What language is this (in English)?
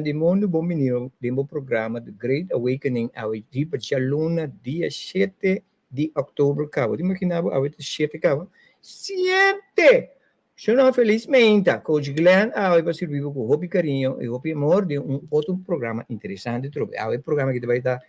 Papiamento